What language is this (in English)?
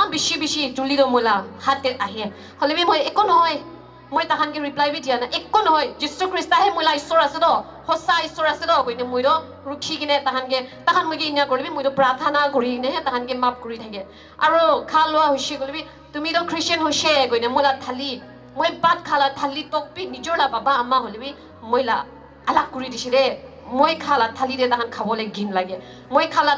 Naga Pidgin